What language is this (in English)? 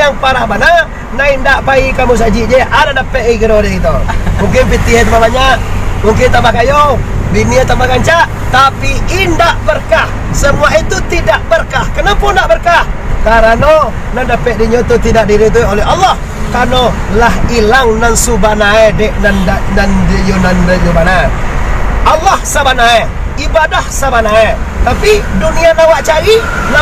Minangkabau